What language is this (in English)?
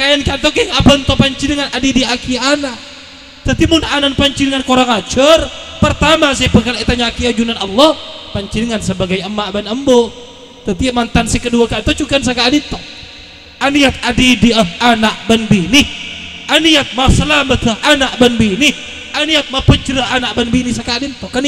Madurese